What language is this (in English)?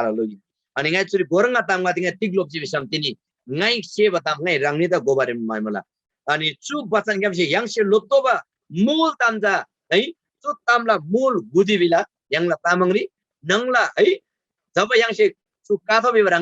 Eastern Tamang